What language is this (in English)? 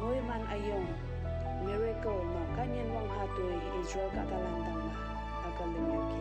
Konyak Naga